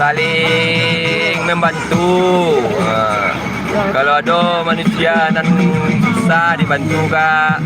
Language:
Minangkabau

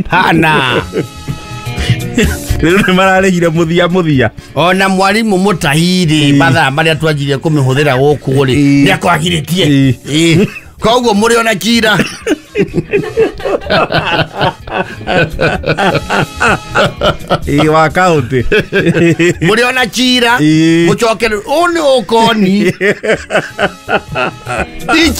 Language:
Kikuyu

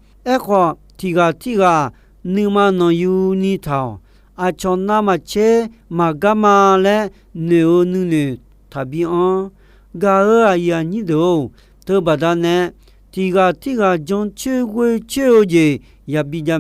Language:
Akha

